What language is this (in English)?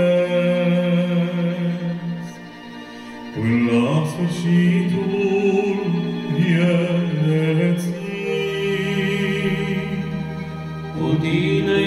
Romanian